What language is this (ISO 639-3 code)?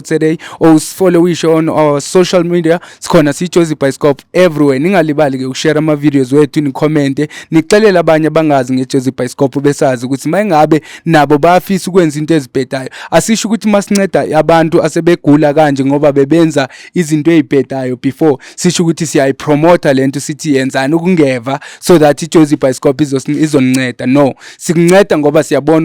zul